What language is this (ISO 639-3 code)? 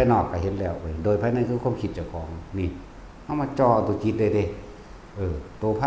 lao